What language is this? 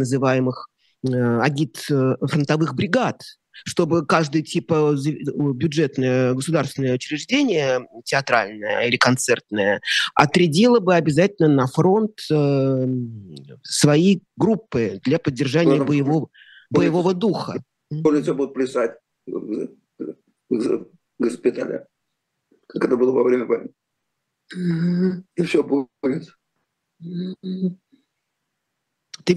Russian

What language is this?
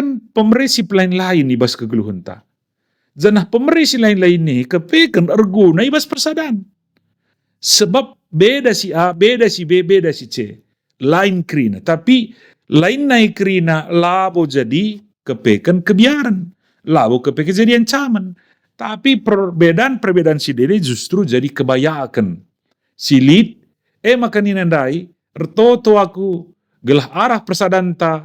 Batak Karo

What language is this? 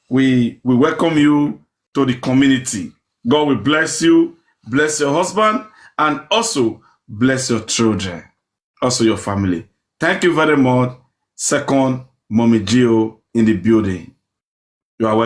Nigerian Pidgin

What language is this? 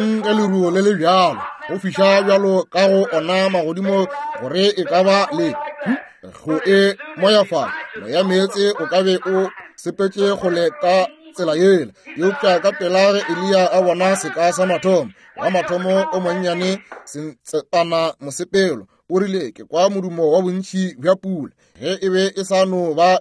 Northern Sotho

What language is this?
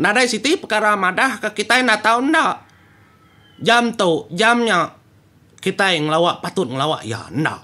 Iban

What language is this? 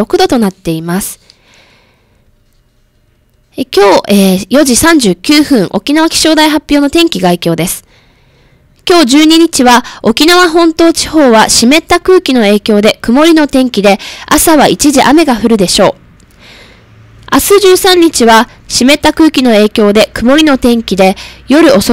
Japanese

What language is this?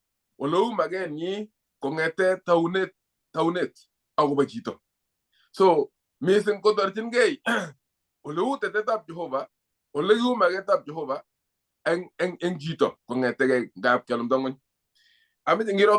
Kalenjin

